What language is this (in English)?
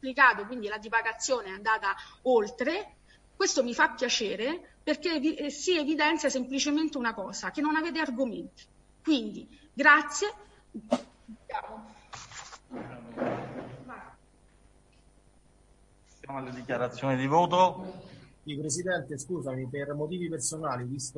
Italian